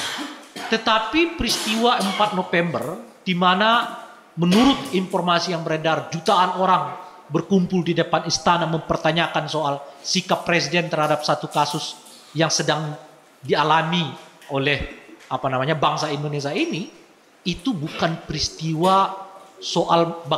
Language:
Indonesian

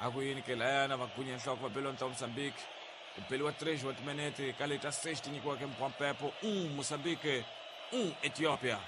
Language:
Tsonga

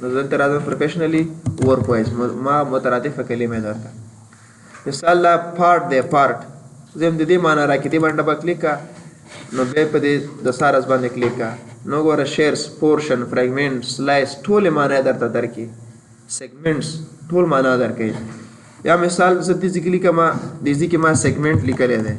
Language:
Pashto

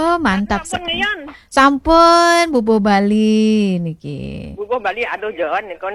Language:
Balinese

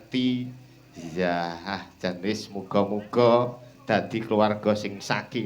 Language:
Javanese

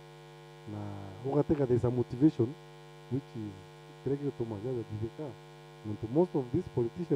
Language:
Meru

